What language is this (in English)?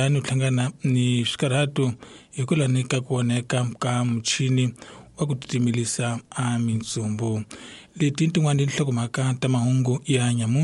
Tsonga